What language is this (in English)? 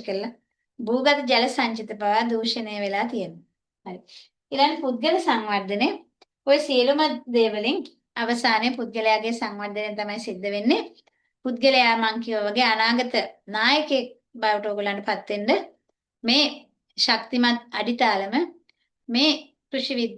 Sinhala